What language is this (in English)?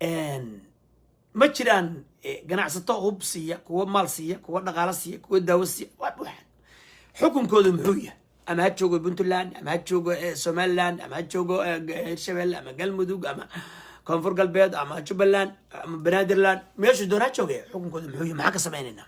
Somali